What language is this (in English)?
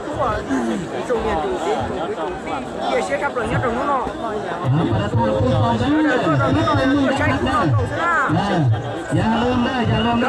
Hmong